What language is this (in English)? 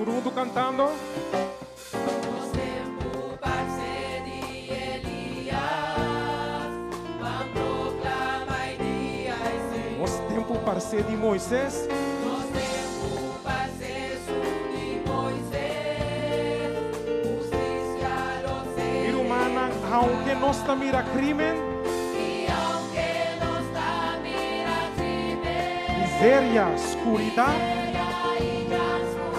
Papiamento